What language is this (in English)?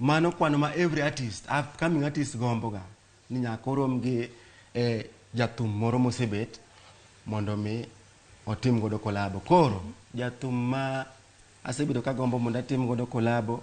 Luo (Kenya and Tanzania)